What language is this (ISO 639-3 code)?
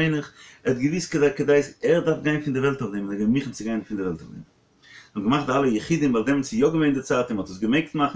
yid